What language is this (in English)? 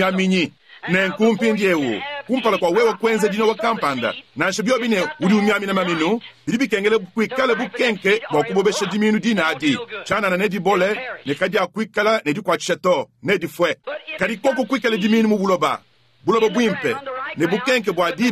Luba-Lulua